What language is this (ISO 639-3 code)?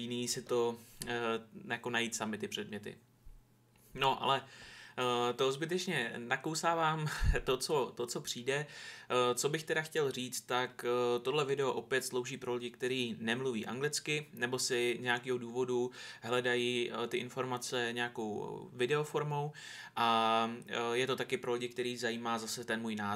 ces